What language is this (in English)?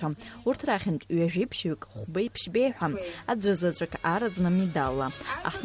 Abkhazian